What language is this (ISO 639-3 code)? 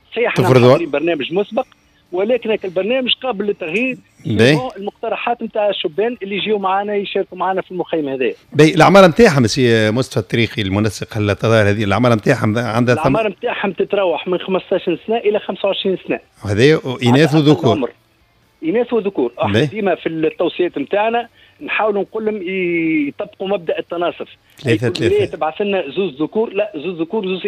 aeb